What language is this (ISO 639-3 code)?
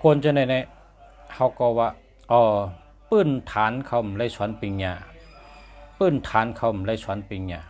shn